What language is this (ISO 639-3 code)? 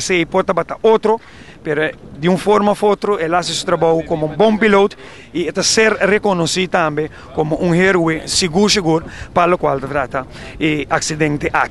pap